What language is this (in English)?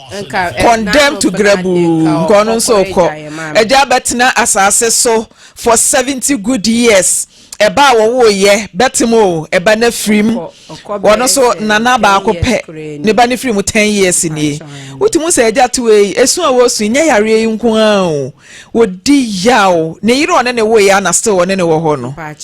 Akan